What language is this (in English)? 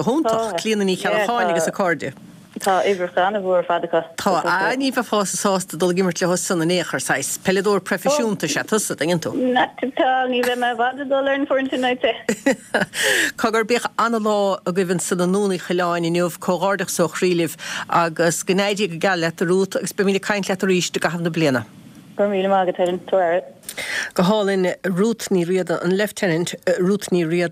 Irish